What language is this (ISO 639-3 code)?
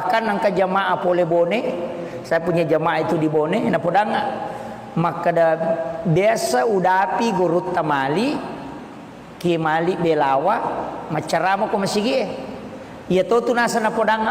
bug